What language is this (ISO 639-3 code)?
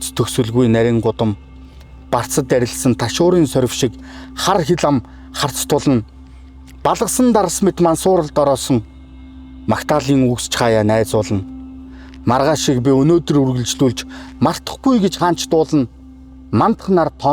mon